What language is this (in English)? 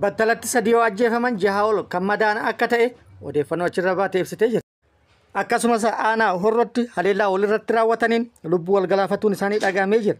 Oromo